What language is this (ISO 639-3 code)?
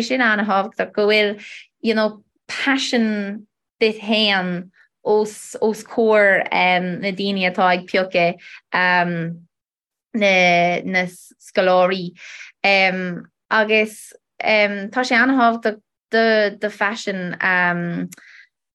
gle